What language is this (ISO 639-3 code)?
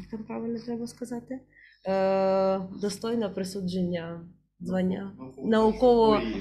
ukr